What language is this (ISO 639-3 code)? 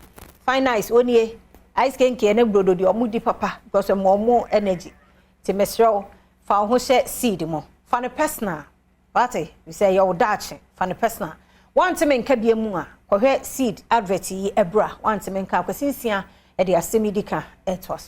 aka